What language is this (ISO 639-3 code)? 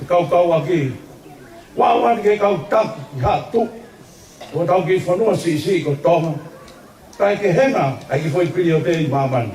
ton